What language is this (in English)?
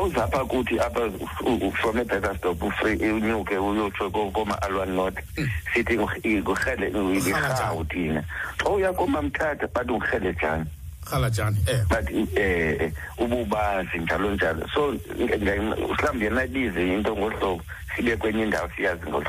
Xhosa